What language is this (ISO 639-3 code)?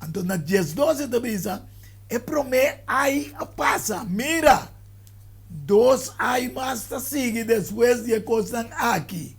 pap